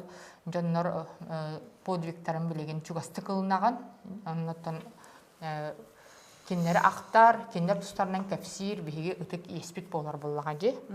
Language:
Yakut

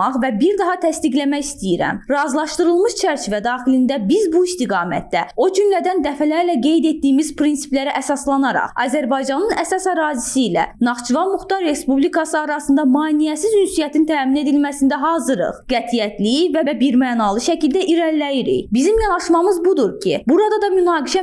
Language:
Azerbaijani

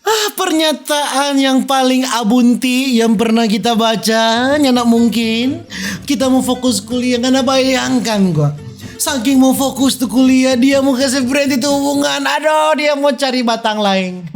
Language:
Manado Malay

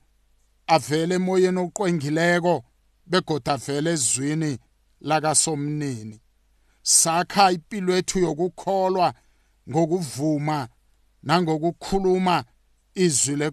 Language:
South Ndebele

